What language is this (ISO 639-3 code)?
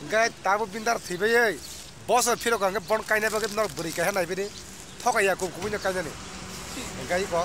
trp